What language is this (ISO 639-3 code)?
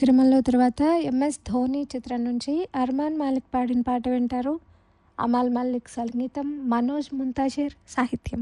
tel